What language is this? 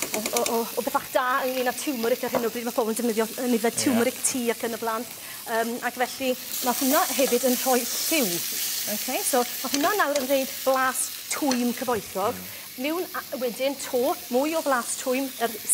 Welsh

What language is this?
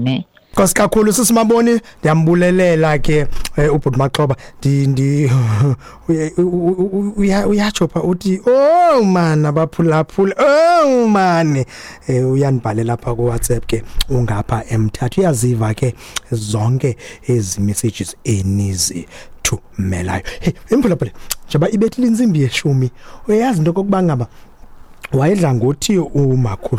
Xhosa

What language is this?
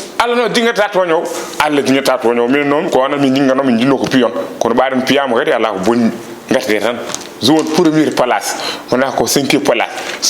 Fula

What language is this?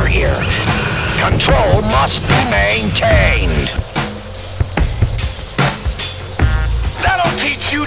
English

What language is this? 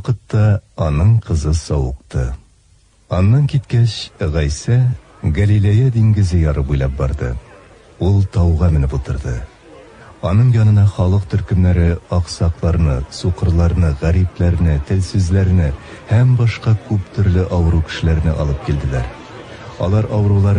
Tatar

